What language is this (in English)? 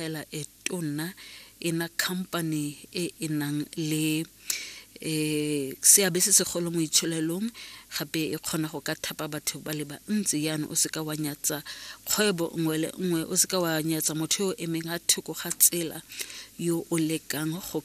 Tswana